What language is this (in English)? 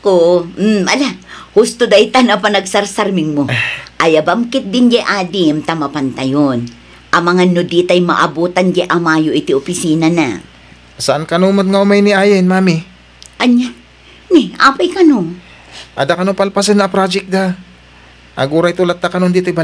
Iloko